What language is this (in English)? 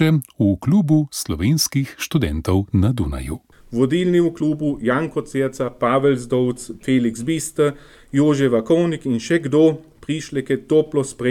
Slovenian